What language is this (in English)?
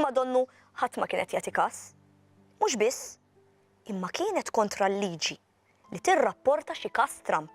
Maltese